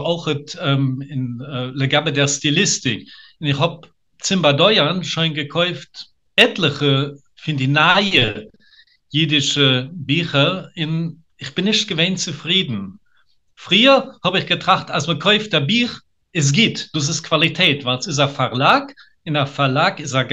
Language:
Yiddish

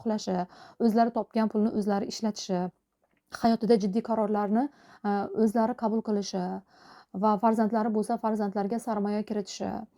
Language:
Uzbek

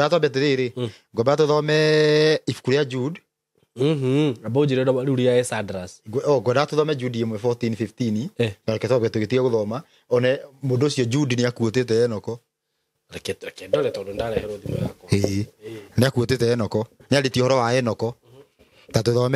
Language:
Kikuyu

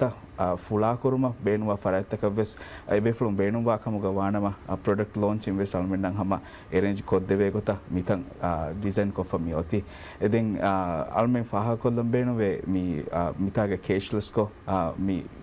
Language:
Divehi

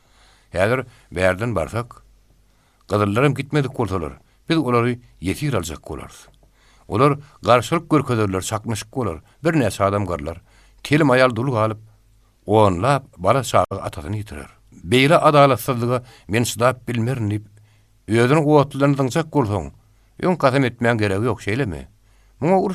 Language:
Turkmen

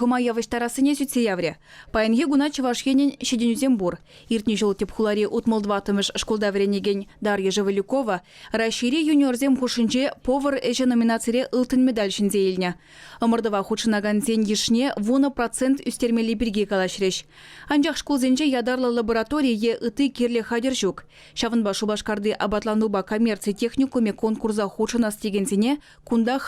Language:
Chuvash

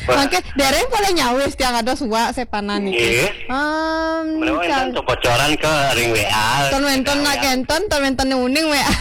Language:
Balinese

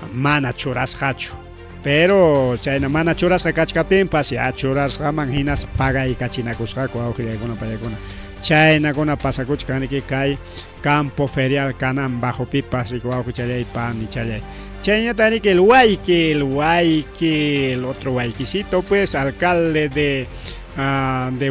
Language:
Ayacucho Quechua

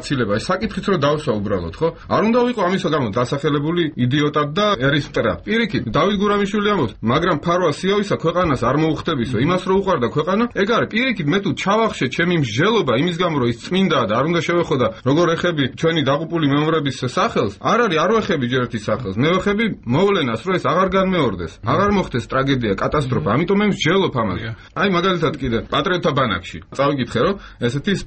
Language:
Georgian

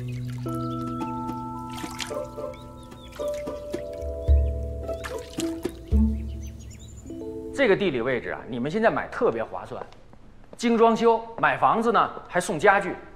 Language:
Chinese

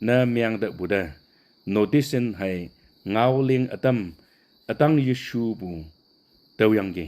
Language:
Konyak Naga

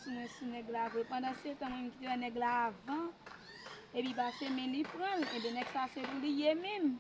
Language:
Haitian Creole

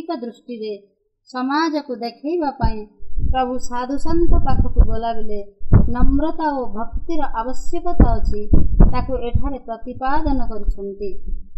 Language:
Odia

